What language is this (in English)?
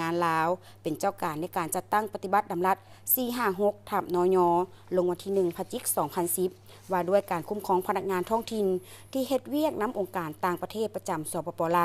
Lao